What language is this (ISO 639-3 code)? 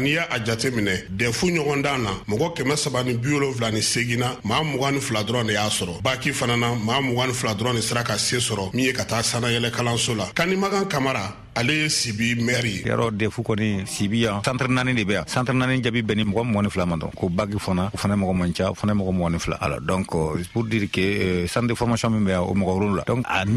bam